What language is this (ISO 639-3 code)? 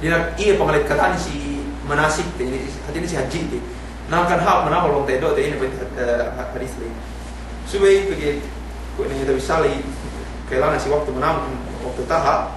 yka